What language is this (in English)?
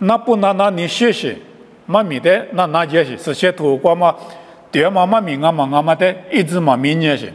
Lisu